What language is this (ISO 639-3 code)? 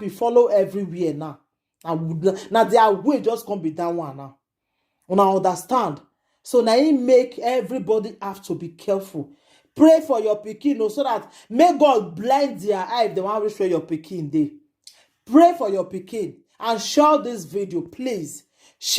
pcm